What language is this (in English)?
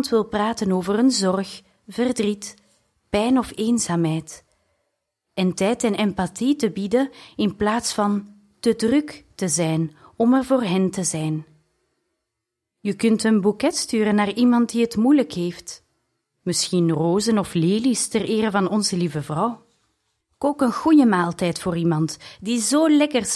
Dutch